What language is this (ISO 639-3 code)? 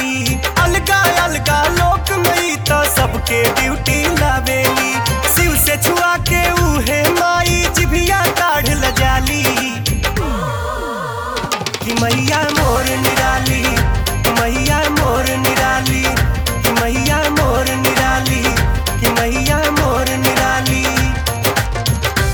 bho